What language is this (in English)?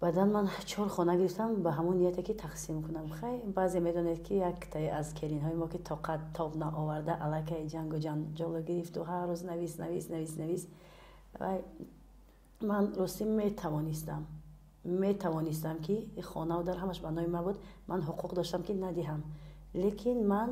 Tajik